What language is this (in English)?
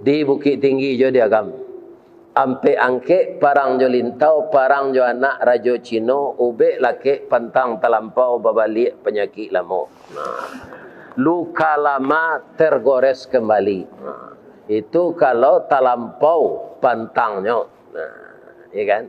Minangkabau